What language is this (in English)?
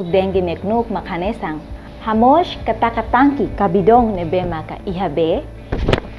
Tetum